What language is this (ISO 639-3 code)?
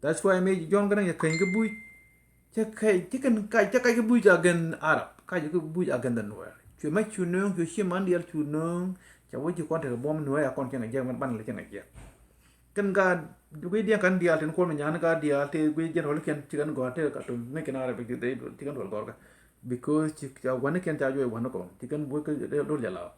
nus